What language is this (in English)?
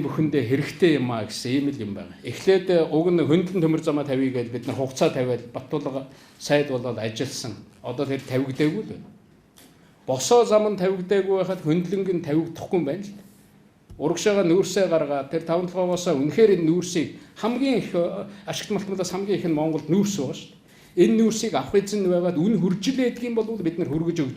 Mongolian